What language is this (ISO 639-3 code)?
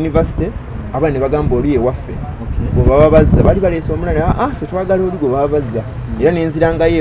lug